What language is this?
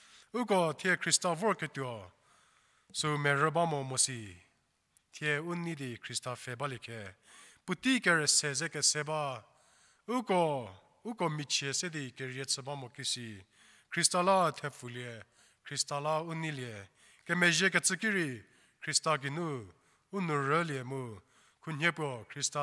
Angami Naga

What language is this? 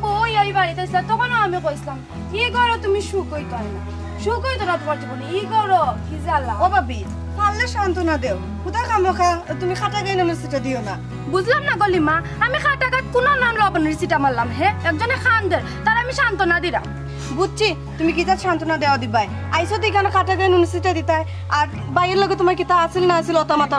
Sylheti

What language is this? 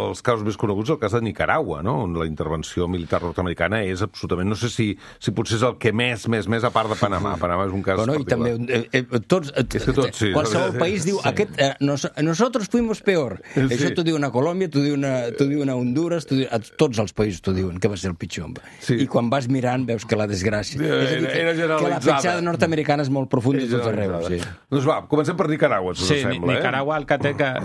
Catalan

